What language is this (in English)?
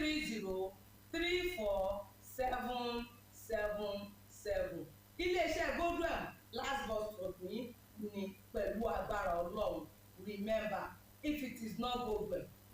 Yoruba